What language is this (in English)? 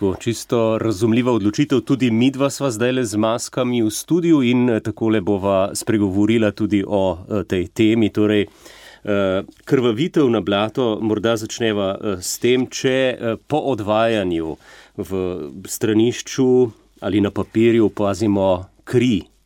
Slovenian